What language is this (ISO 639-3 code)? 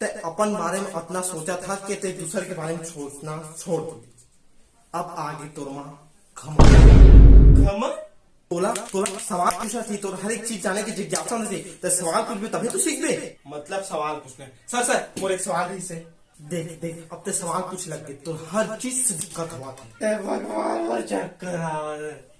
hne